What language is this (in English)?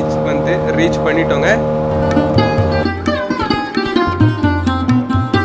Tamil